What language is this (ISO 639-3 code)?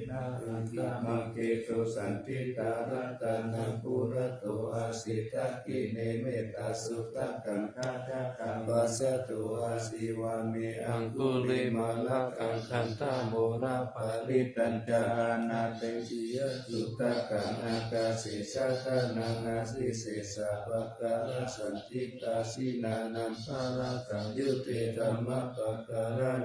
pli